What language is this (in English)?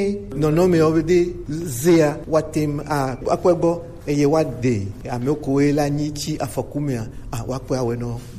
Gen